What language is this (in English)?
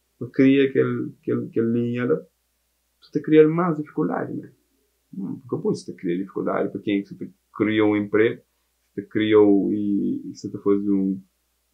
Kabuverdianu